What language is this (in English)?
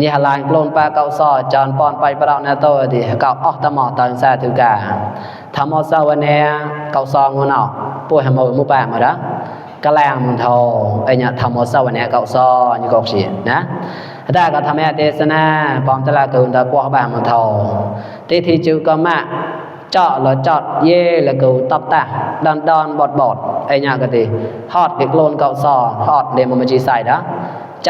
Mon